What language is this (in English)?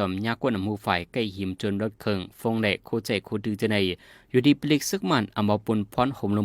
Shan